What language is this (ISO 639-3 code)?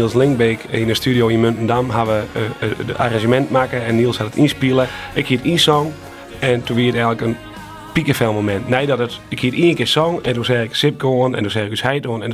fry